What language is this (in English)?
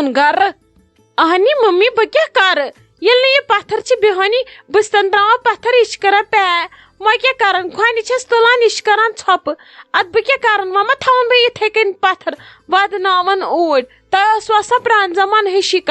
Kashmiri